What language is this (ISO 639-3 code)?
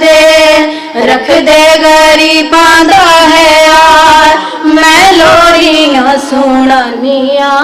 lah